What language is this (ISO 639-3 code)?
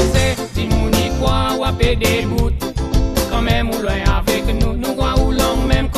crs